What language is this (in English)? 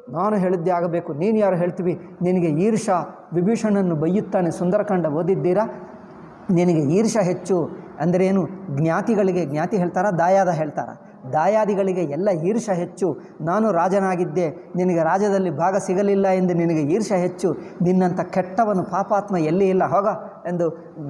Kannada